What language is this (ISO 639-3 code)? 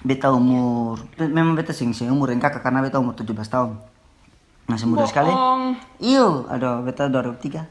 abs